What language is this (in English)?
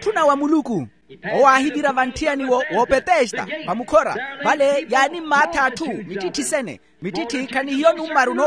Makhuwa